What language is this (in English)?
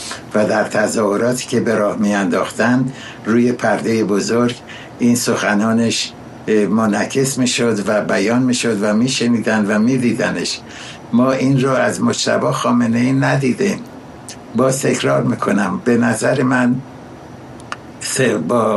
Persian